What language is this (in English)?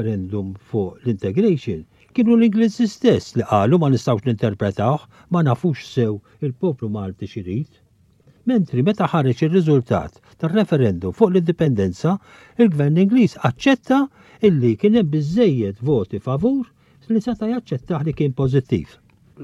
Maltese